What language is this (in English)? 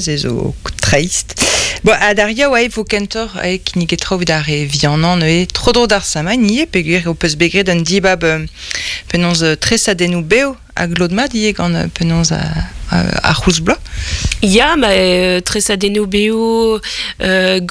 Breton